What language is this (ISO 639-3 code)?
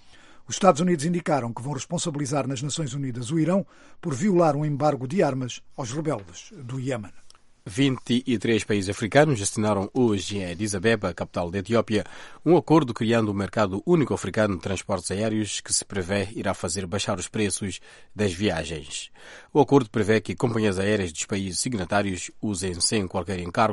por